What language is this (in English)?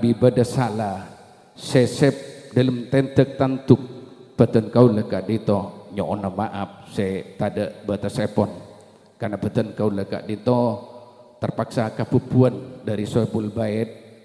Madurese